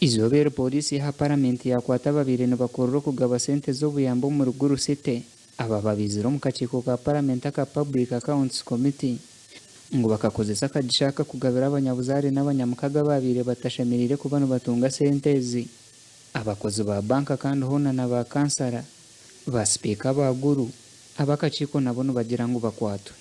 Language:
Nyankole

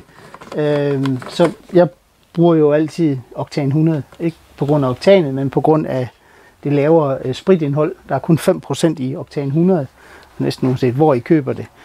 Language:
Danish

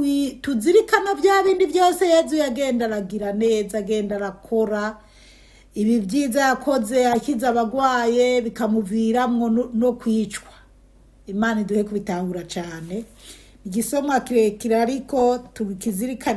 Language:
Rundi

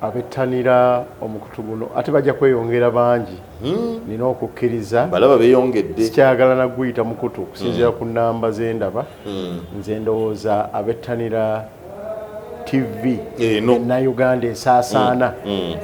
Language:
Ganda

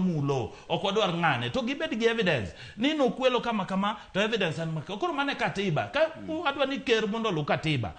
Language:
Luo (Kenya and Tanzania)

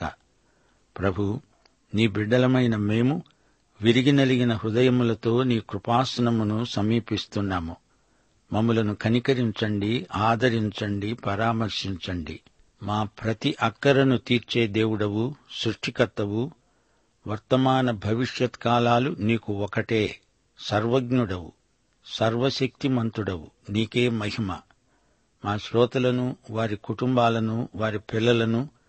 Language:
Telugu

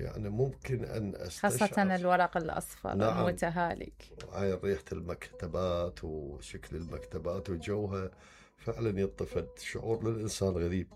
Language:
Mesopotamian Arabic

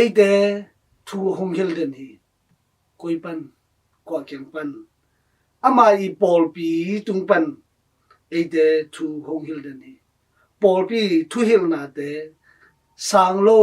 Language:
Tedim Chin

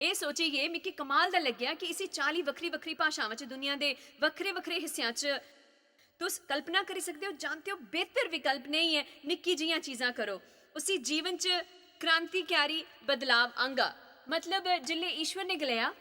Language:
Dogri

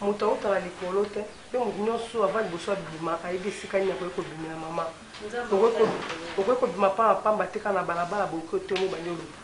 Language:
Lingala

